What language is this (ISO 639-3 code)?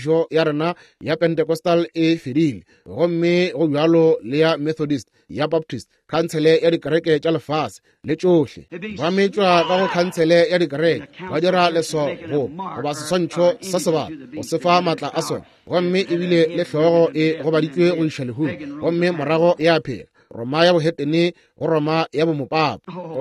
nso